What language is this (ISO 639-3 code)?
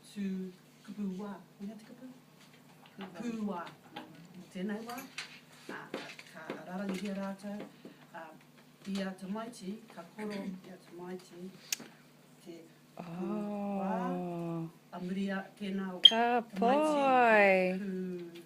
mri